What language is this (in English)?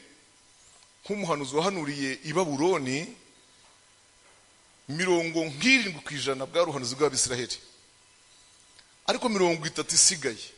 Kinyarwanda